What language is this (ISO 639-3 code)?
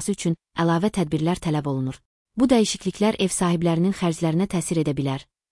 aze